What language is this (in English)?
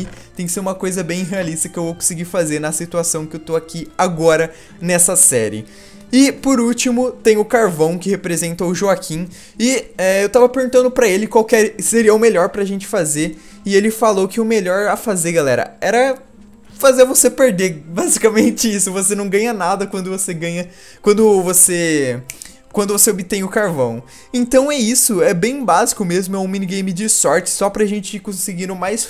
Portuguese